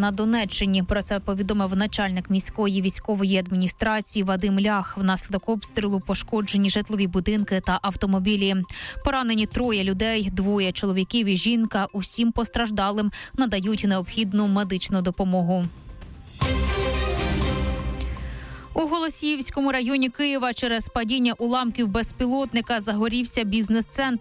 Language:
Ukrainian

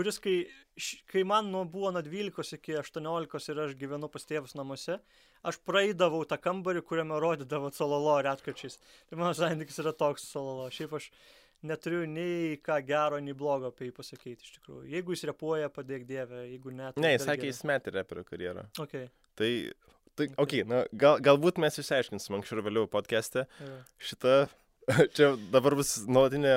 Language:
Lithuanian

